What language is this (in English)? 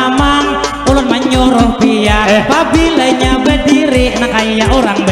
Banjar